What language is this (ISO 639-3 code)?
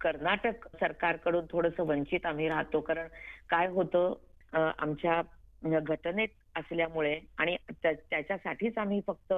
mar